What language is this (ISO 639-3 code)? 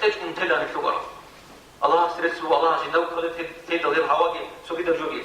ava